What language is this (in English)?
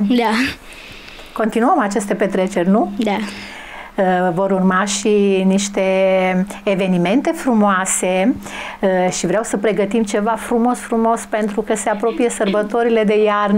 Romanian